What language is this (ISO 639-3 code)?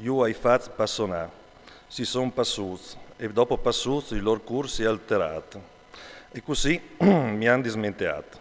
fur